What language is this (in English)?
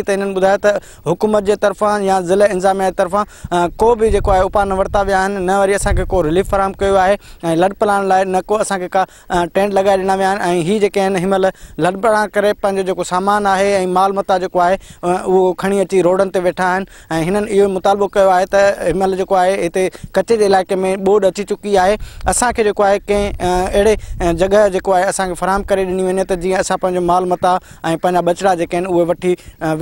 Sindhi